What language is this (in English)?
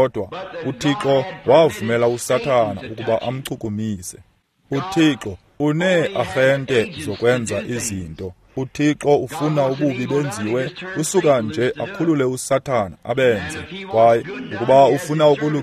Xhosa